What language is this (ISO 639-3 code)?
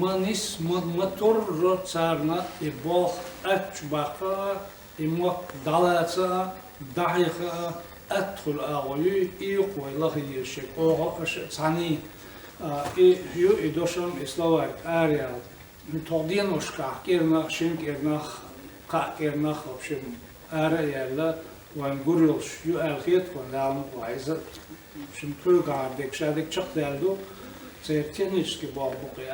che